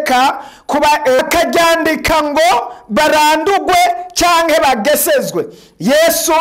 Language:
Rundi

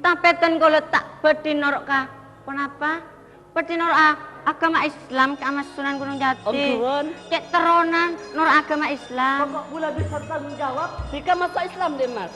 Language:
Madurese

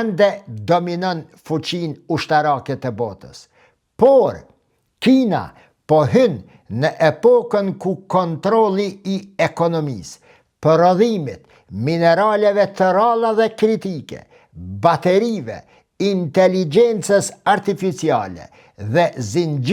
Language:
Albanian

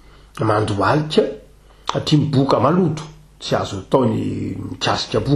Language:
Malagasy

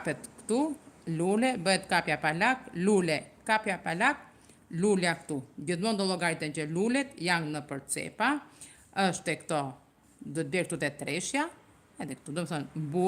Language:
Albanian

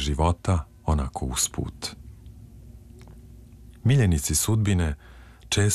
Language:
Serbian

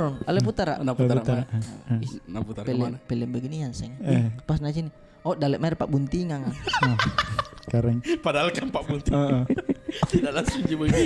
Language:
Makassar Malay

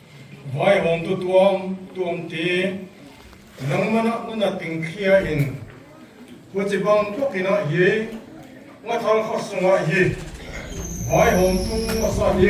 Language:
Paite Chin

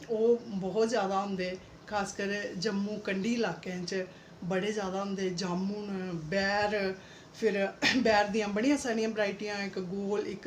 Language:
Dogri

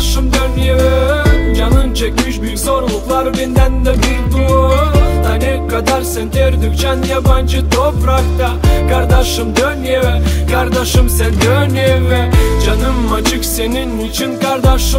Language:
Gagauz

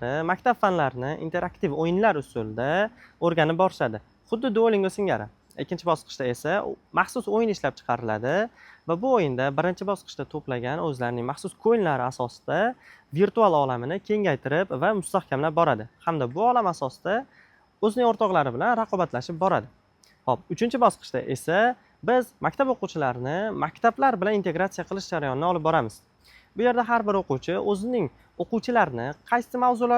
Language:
Uzbek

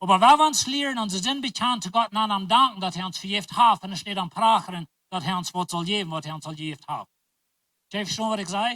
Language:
Plautdietsch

